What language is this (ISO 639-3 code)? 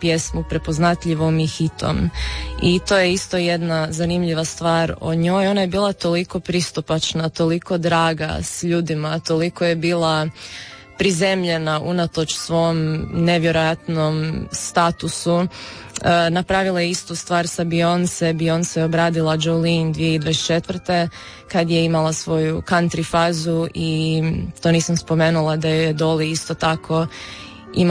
hrv